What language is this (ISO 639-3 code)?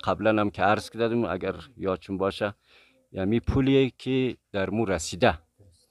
fas